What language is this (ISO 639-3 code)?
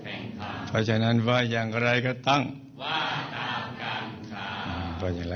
tha